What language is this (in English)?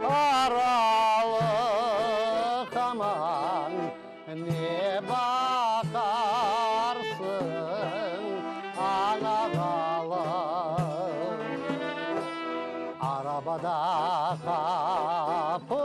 Crimean Tatar